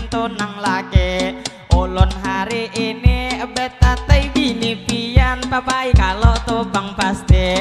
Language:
Banjar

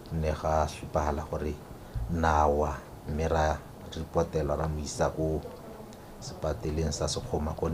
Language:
Tswana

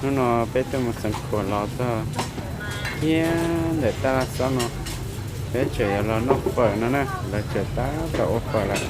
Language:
Hmong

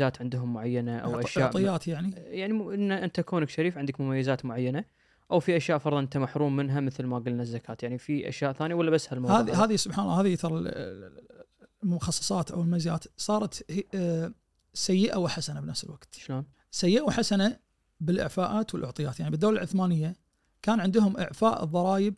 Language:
Najdi Arabic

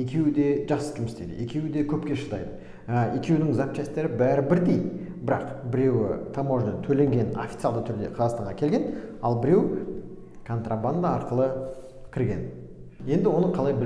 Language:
Kazakh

